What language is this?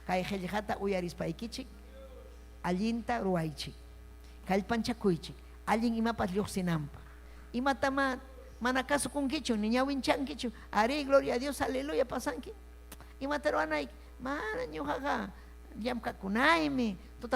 Ayacucho Quechua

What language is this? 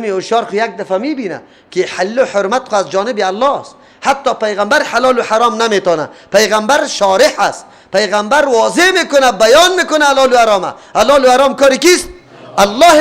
Persian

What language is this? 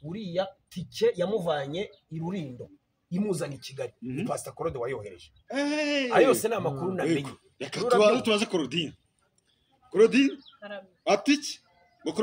Kinyarwanda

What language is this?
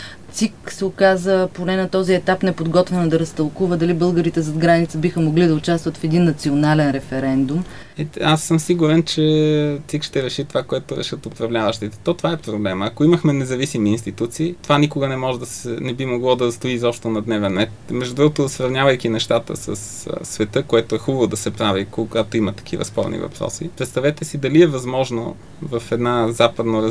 Bulgarian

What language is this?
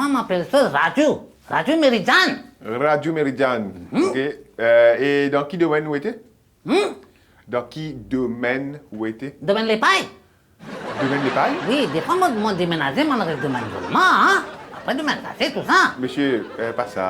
Morisyen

